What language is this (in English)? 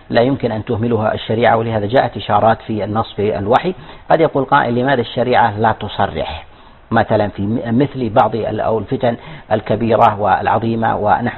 Arabic